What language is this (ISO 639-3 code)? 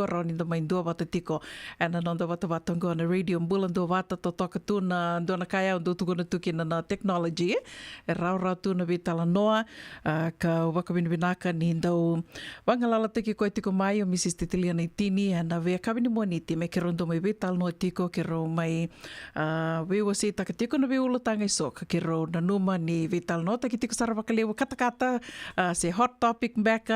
fij